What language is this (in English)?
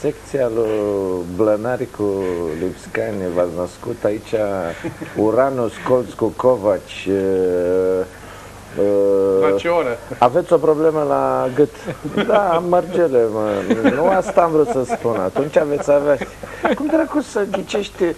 Romanian